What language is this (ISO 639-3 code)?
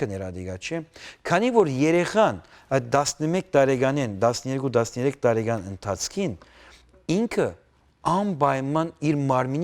hyw